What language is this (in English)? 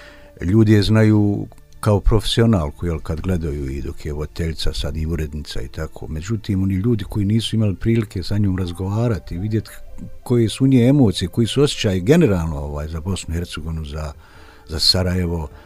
Bosnian